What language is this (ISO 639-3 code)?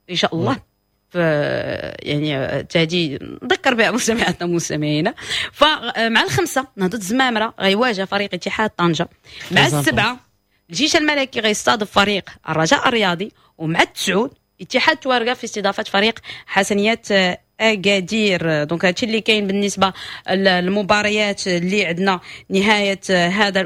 ary